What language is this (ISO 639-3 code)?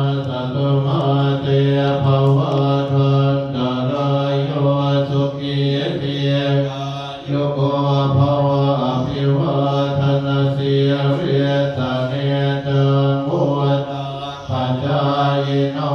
pli